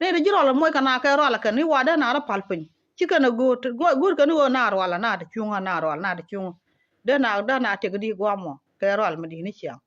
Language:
Nuer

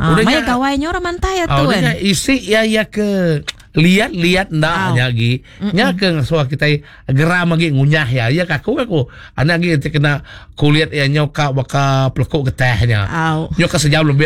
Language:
Iban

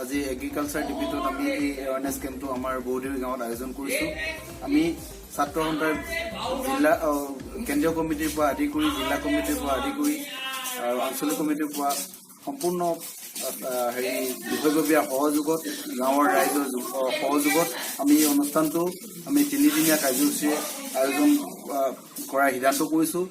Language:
Assamese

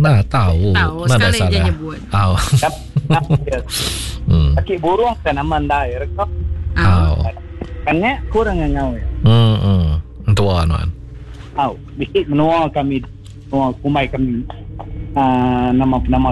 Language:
Iban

